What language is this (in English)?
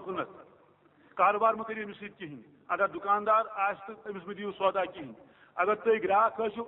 Kashmiri